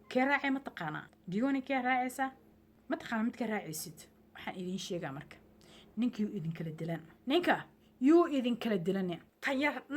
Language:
Somali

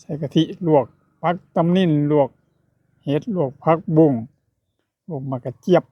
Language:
Lao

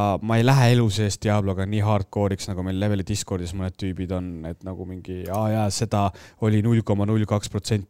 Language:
Estonian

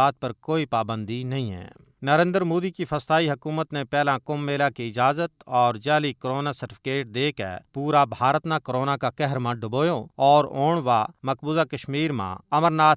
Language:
Gujari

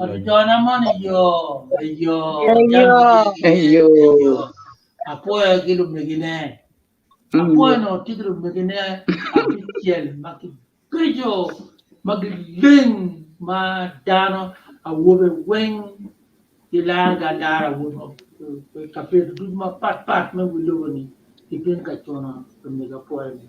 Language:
Acoli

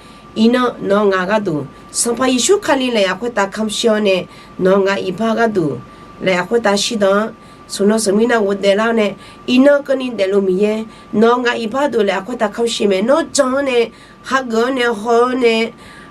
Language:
Akha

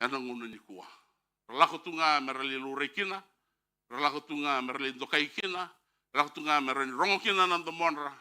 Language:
Fijian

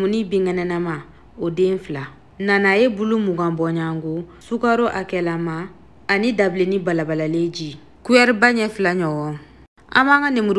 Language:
Bambara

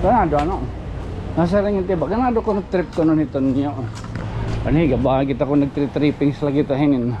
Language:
Waray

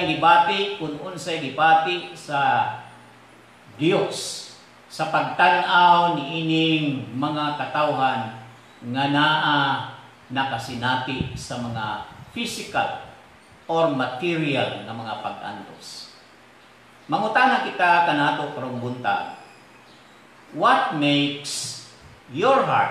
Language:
Cebuano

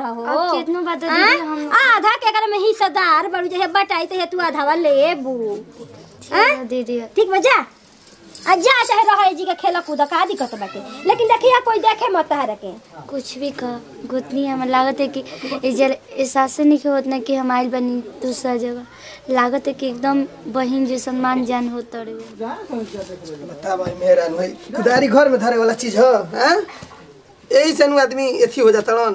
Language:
Bhojpuri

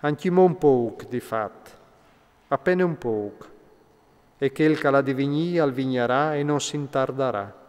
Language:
Friulian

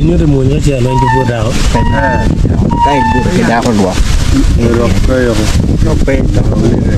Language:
Acoli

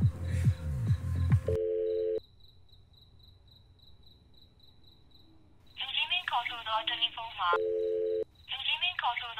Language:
Burmese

